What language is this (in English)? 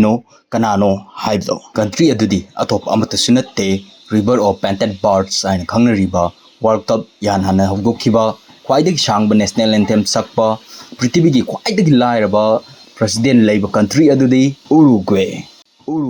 Manipuri